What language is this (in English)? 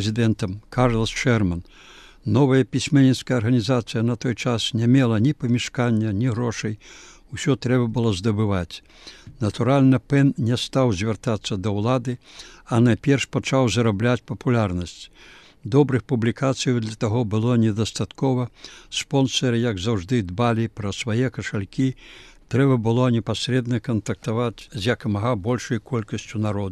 Belarusian